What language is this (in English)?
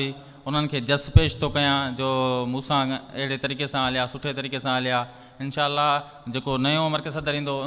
Sindhi